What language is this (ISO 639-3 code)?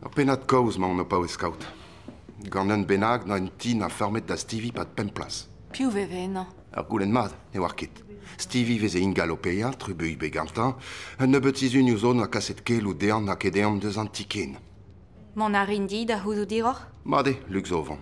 bre